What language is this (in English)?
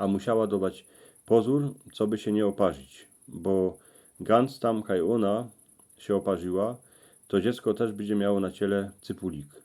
Silesian